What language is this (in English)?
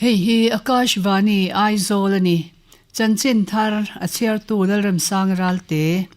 Mizo